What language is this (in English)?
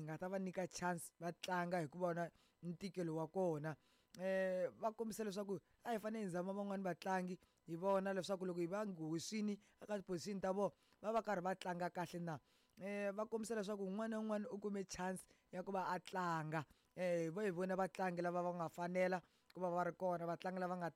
Tsonga